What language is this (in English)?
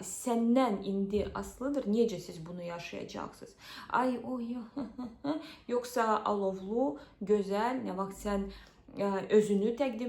Azerbaijani